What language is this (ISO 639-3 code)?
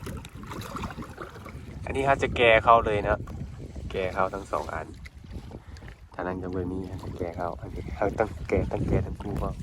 lao